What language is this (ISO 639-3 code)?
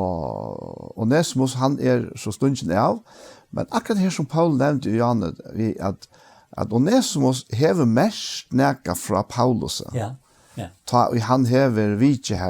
fao